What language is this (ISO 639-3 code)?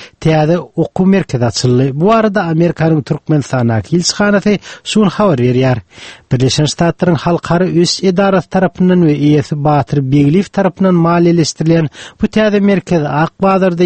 tuk